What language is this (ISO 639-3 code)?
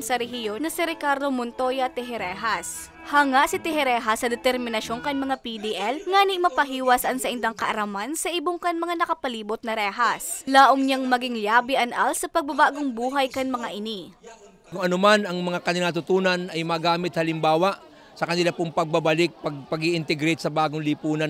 bik